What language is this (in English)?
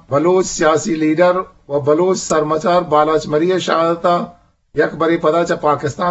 Eastern Balochi